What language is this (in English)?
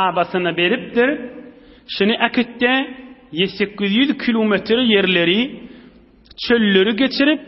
Turkmen